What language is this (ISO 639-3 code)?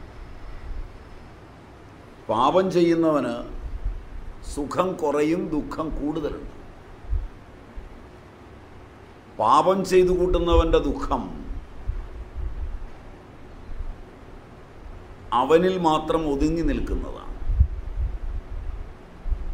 mal